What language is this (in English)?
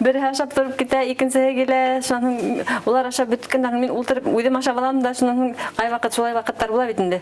Bashkir